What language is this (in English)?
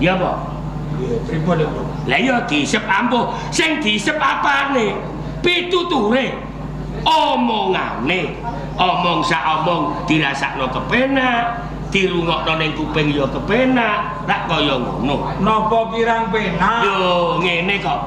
Javanese